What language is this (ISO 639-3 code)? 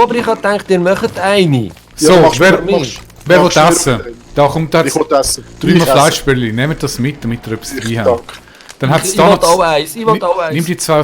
gsw